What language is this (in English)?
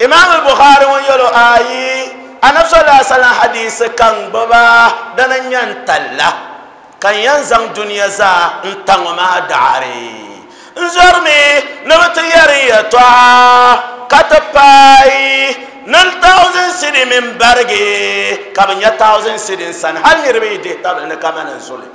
Dagbani